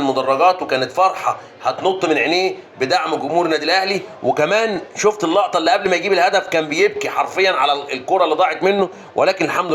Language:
Egyptian Arabic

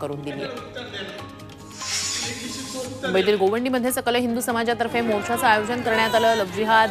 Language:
Marathi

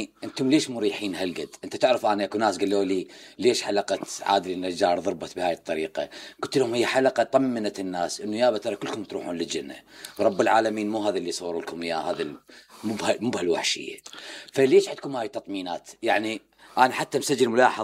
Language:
Mesopotamian Arabic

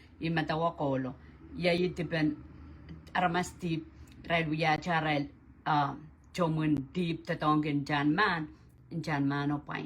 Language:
Pohnpeian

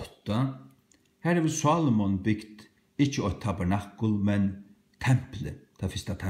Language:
Faroese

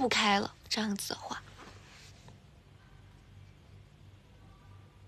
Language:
Chinese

